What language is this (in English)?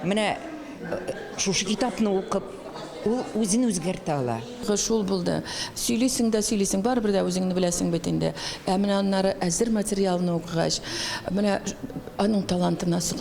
Tatar